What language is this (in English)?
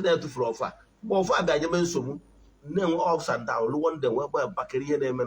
Igbo